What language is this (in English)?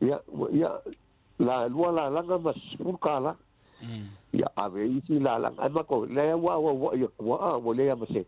Samoan